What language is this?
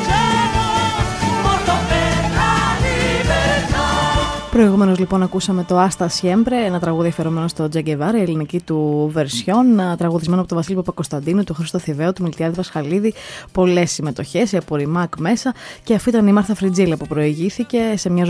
Greek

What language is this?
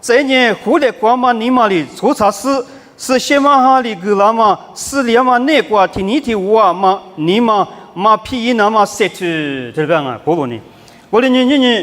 Lisu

